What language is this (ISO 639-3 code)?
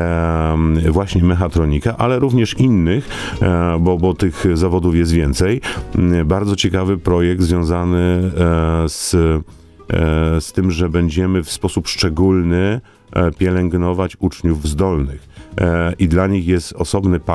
pol